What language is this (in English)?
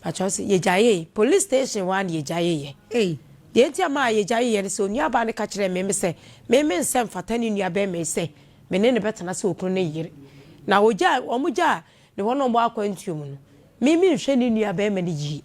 Akan